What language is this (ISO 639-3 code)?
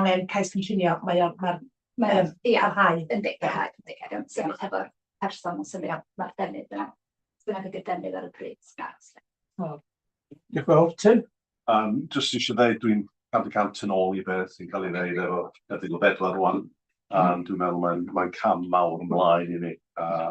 cym